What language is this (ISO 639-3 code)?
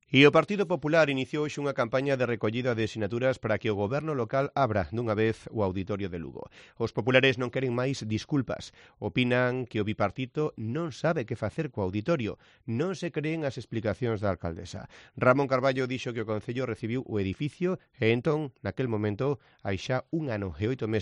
glg